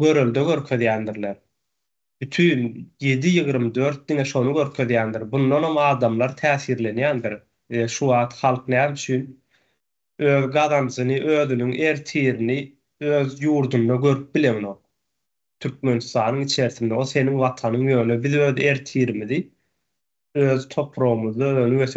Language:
Turkmen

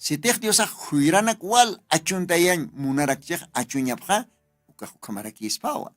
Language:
Aymara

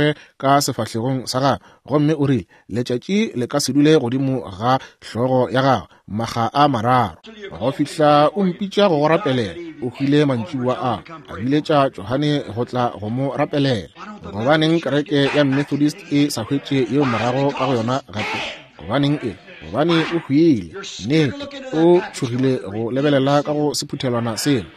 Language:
Northern Sotho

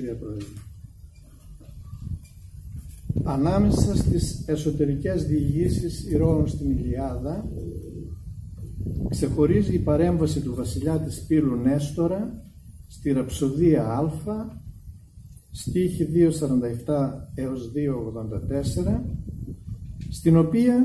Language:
Greek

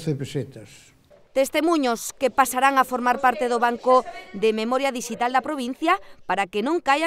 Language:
Galician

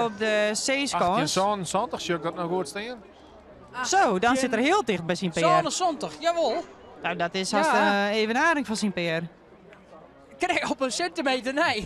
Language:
Western Frisian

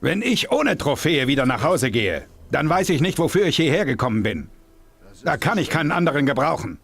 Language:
Bavarian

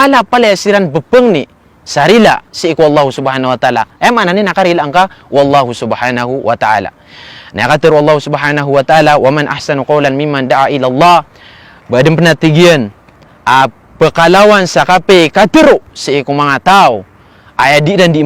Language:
Maranao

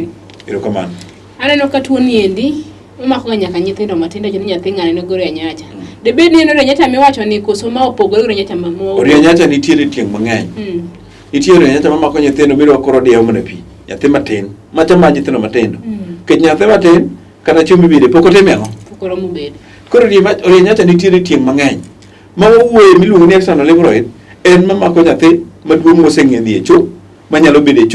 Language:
Luo (Kenya and Tanzania)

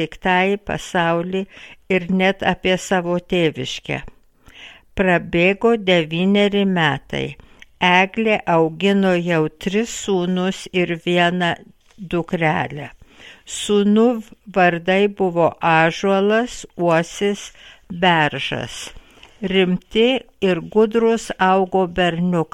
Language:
Lithuanian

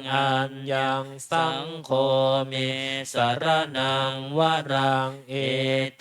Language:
Pali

